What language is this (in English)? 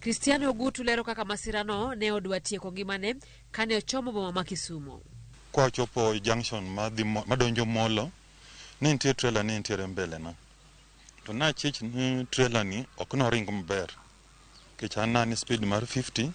Luo (Kenya and Tanzania)